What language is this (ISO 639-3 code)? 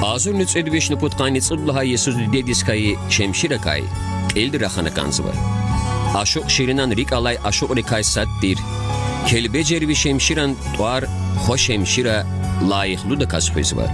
lez